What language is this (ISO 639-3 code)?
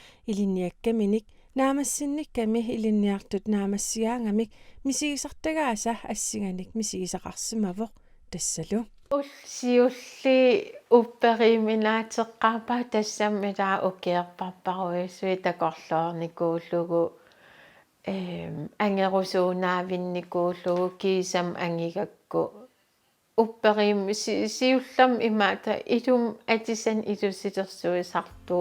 kal